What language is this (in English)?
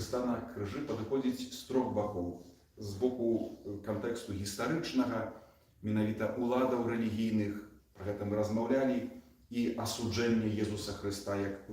Belarusian